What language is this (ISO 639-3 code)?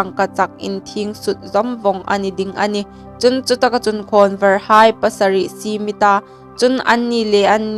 hmr